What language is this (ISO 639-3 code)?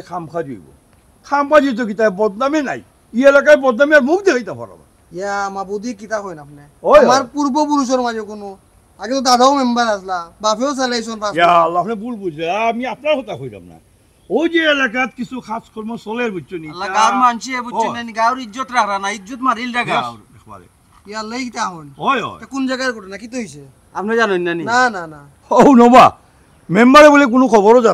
syl